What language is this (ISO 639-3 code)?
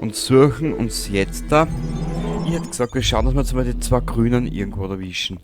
bar